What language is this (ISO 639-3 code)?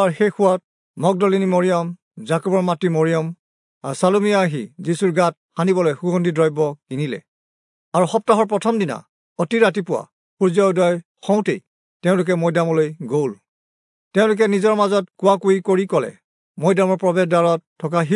asm